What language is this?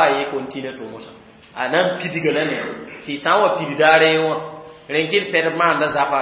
Mossi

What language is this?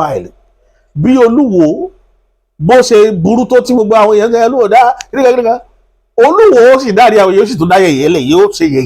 Yoruba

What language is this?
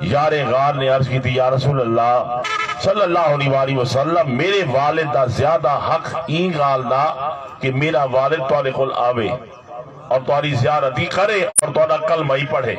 Saraiki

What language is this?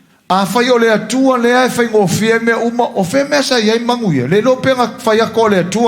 Samoan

